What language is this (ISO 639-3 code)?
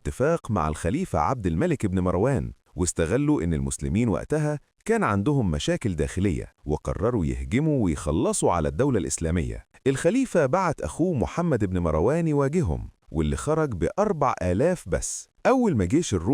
arz